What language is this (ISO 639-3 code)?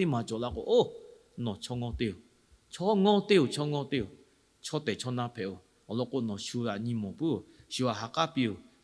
lhu